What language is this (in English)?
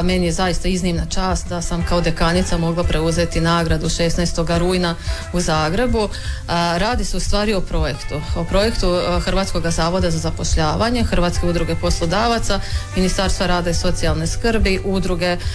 Croatian